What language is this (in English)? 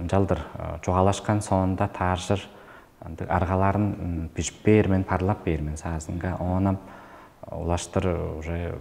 Tuvinian